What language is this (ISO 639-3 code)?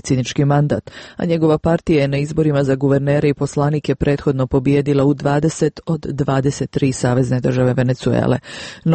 hrv